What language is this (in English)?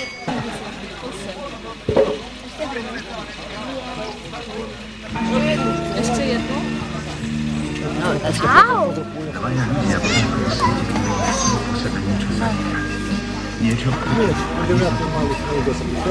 Slovak